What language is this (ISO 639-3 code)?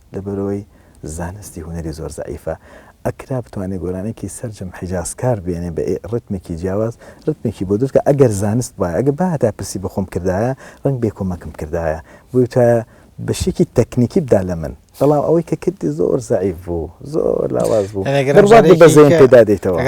ckb